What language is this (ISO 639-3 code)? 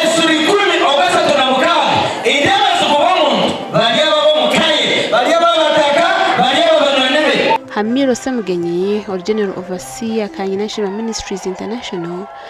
nyn